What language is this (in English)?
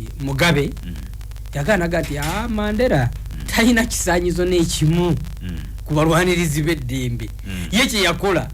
Ganda